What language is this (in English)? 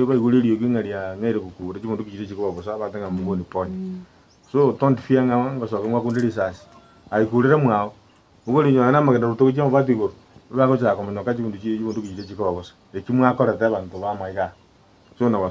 Gusii